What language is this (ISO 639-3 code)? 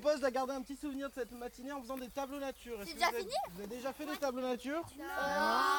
fra